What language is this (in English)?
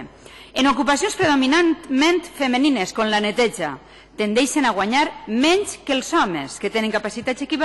Catalan